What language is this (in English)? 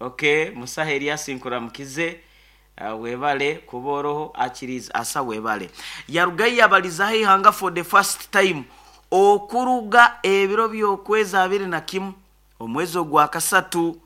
Nyoro